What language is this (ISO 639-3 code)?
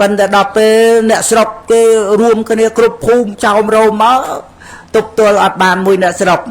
khm